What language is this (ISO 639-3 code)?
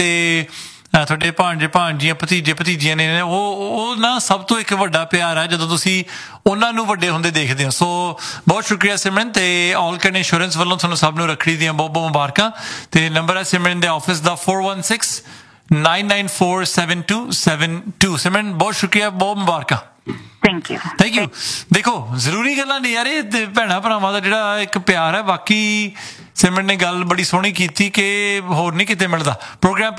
pan